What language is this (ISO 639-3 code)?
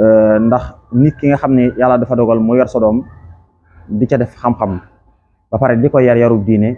wol